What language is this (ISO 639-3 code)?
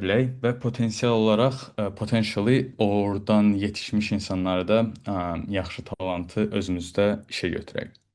aze